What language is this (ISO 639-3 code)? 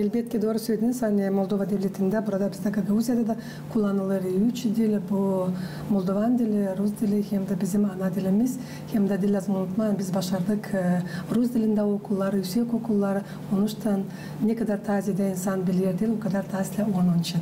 gag